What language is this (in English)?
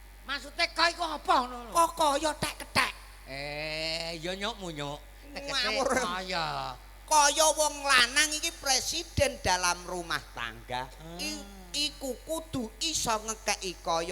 Javanese